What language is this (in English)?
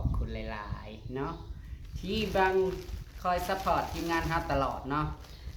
Northeastern Thai